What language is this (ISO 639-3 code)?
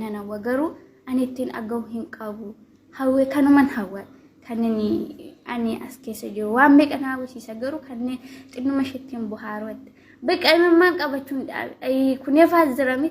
orm